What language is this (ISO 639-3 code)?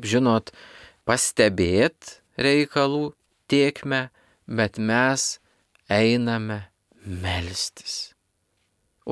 lit